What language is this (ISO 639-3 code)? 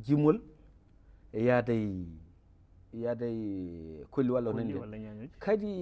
ful